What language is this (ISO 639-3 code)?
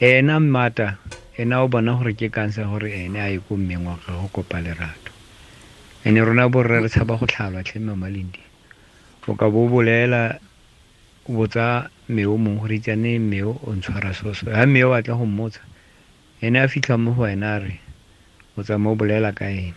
tsn